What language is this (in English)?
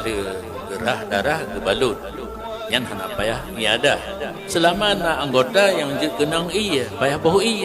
Achinese